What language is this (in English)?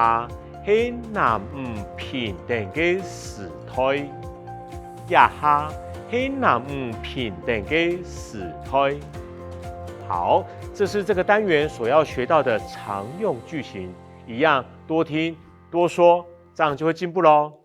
Hakka Chinese